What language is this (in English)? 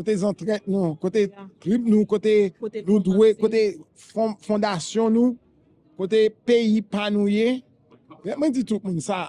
Haitian Creole